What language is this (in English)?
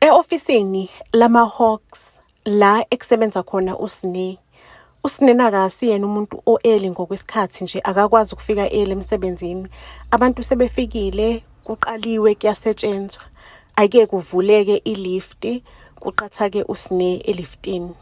Zulu